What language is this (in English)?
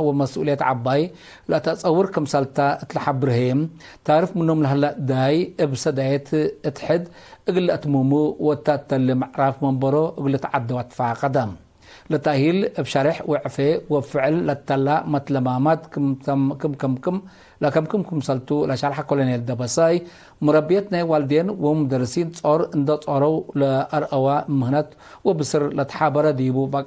Tigre